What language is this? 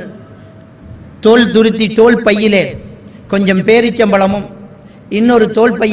Tamil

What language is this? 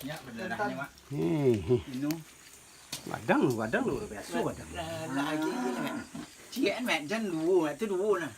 Minangkabau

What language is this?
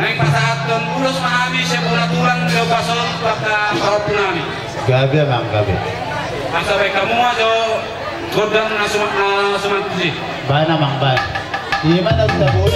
Batak Toba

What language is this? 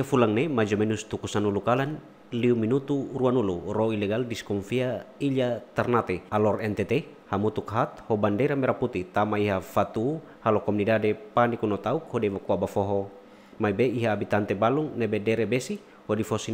Tetum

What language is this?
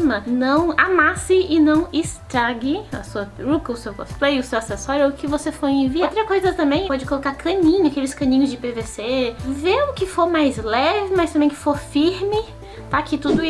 Portuguese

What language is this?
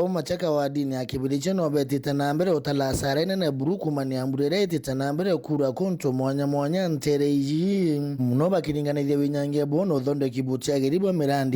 Meru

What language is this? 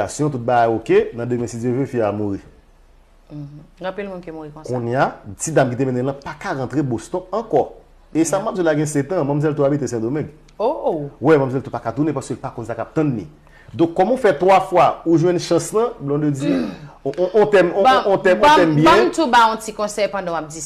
Haitian Creole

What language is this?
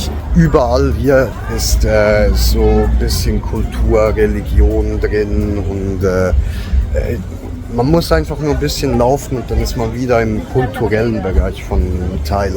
Swiss German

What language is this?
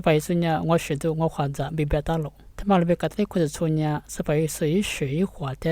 Lisu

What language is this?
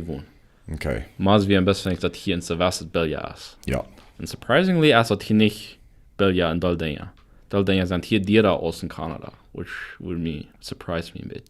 Plautdietsch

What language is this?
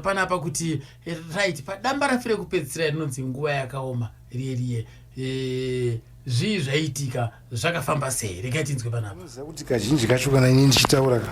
Shona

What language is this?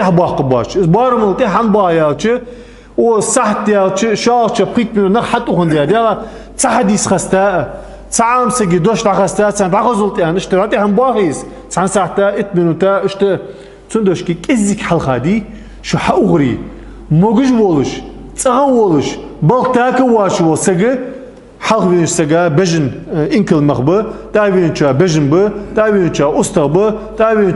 Ingush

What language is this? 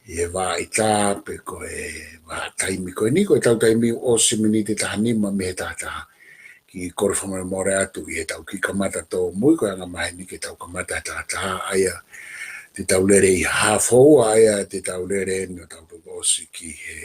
Tongan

